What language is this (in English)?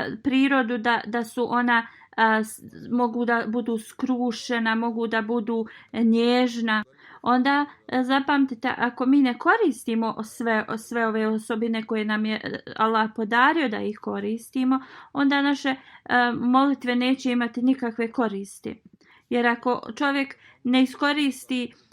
Bosnian